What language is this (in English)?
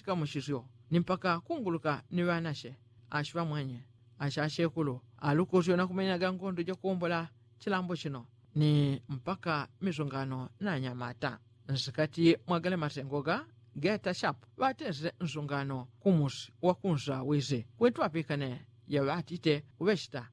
Yao